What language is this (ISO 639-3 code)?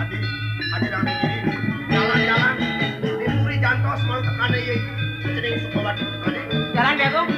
ban